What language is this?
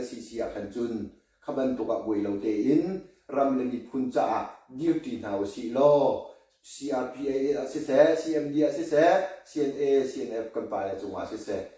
Hakha Chin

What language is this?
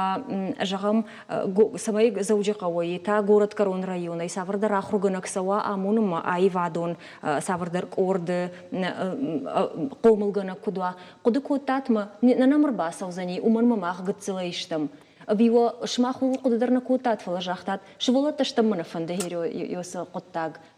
Ossetic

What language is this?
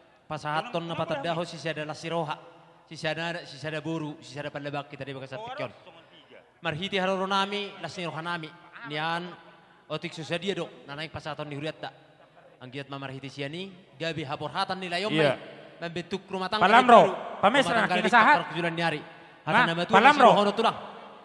Batak Toba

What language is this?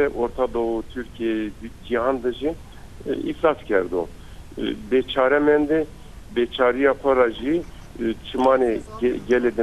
Zaza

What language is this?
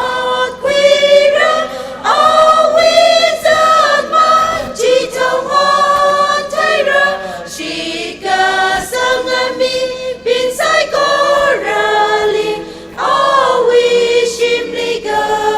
Tangkhul Naga (India)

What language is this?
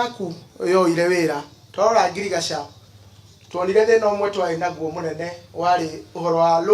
Kikuyu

